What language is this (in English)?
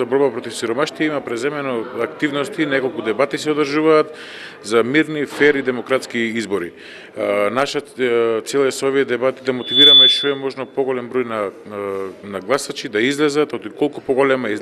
Macedonian